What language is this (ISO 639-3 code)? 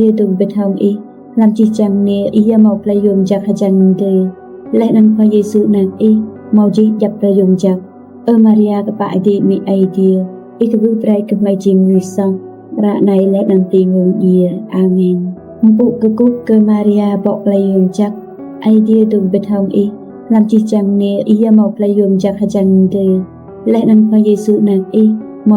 rad